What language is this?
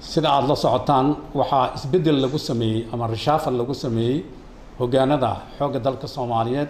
Somali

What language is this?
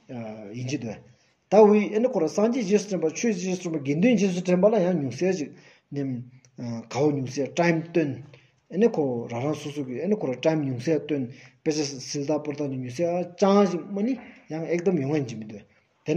Stod Bhoti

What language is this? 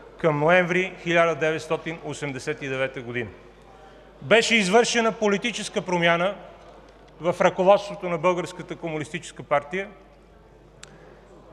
Bulgarian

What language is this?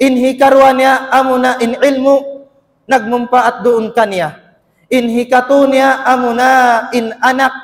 Tausug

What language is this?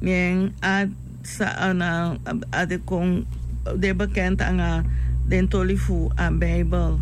Sranan Tongo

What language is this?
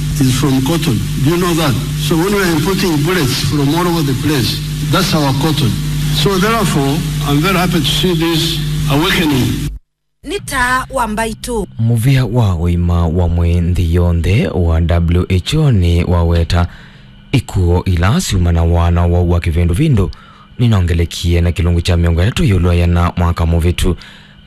Kamba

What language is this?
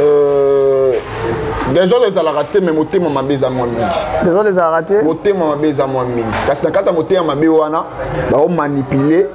Lingala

